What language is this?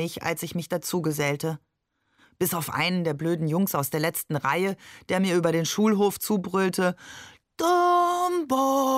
German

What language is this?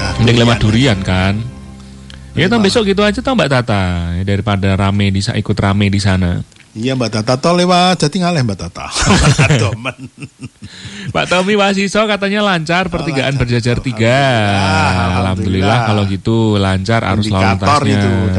Indonesian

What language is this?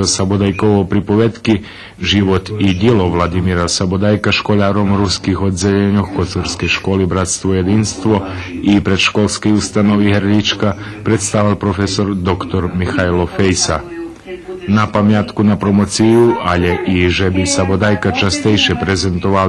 Rusyn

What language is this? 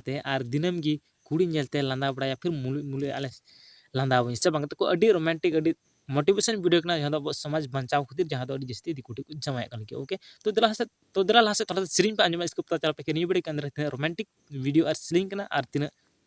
Santali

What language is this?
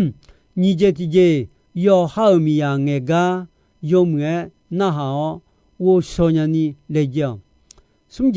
Akha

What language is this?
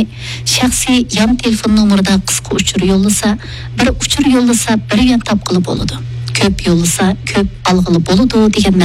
Uyghur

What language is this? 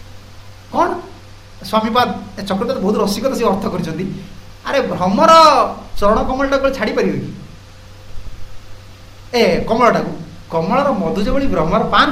Odia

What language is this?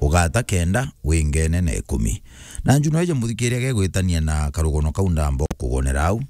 Meru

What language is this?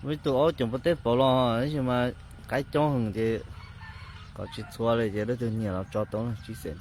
Hmong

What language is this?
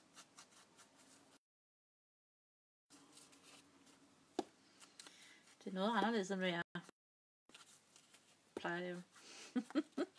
Danish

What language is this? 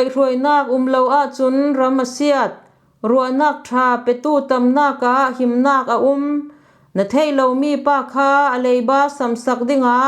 Falam Chin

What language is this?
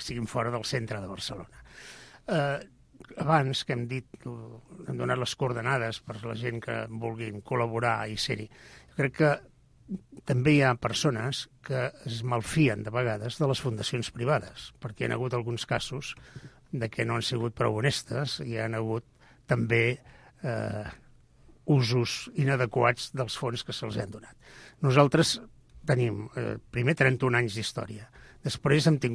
Catalan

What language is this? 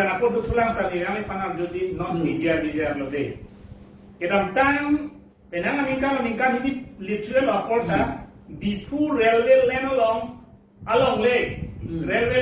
Karbi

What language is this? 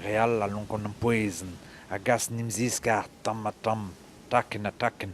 Breton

